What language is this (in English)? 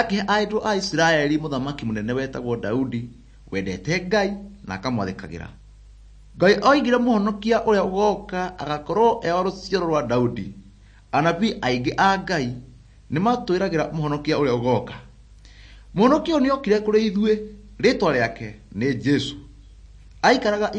Kikuyu